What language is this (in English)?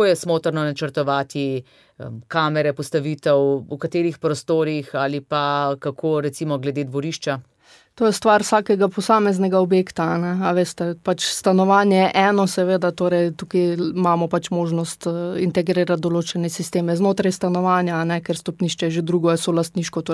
Slovenian